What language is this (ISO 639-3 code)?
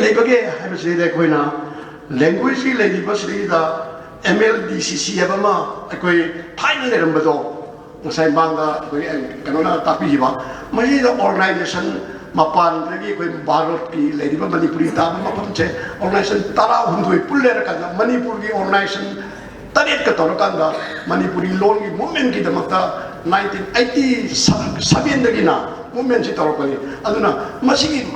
mni